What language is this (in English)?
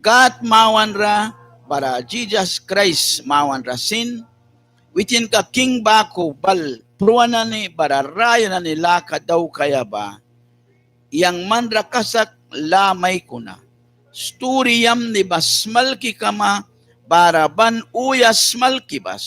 Mískito